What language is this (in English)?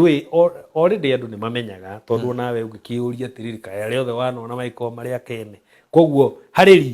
Kikuyu